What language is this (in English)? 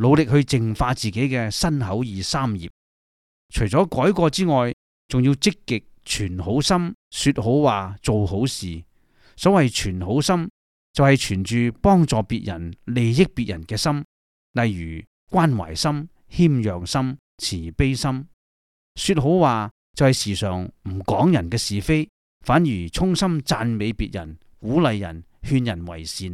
Cantonese